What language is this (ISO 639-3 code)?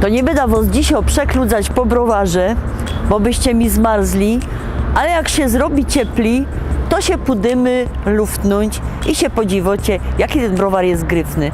szl